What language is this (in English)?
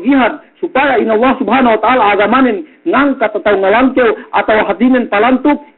Yakan